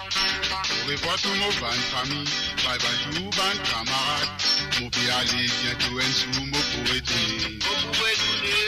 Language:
Morisyen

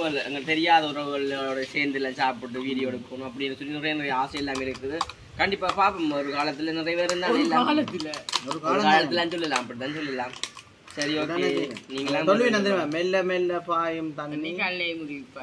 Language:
Tamil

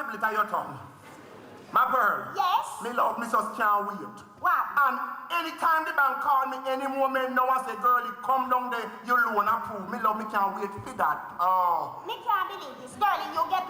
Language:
Jamaican Creole English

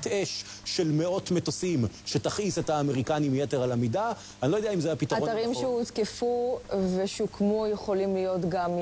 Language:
Hebrew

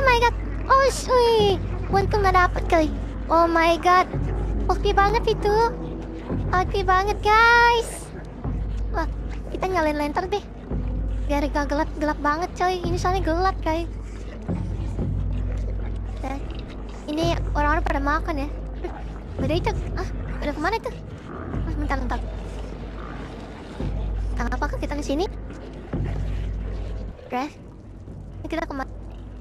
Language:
Indonesian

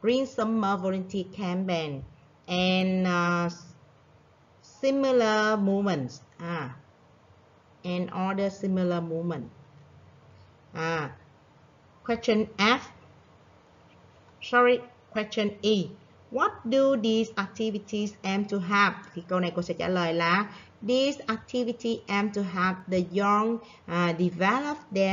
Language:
Vietnamese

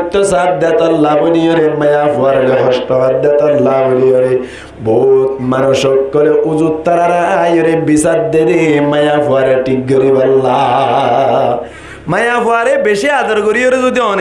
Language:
Rohingya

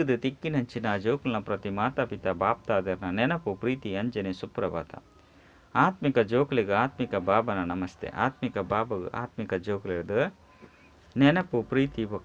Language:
Tulu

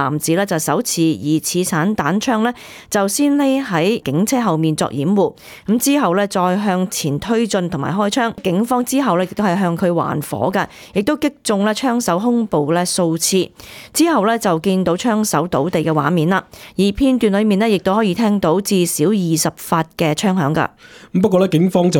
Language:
Cantonese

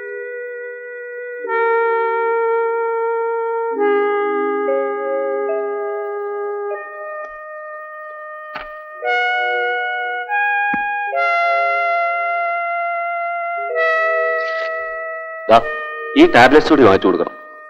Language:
Malayalam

